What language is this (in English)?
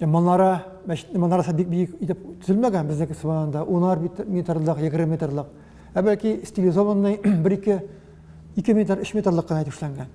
Tatar